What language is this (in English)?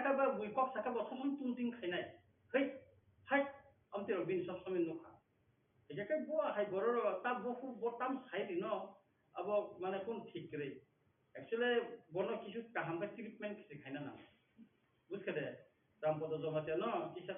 Kok Borok